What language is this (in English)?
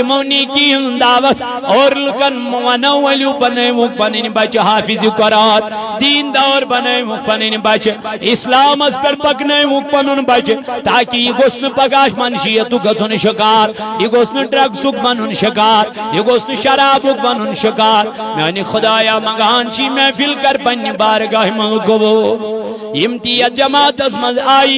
Kashmiri